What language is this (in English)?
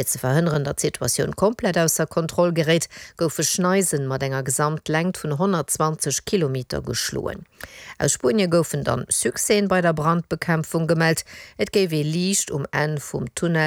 Luxembourgish